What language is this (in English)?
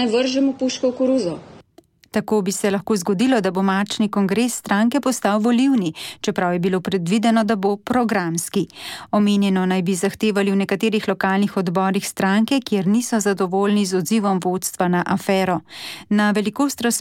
Slovenian